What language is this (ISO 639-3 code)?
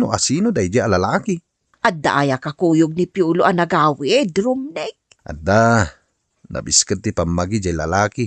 ilo